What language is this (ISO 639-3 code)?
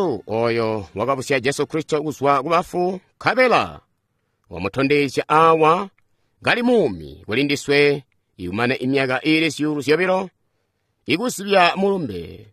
toi